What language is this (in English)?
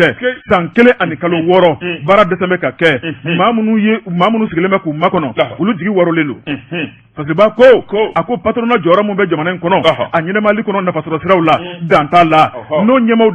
Bambara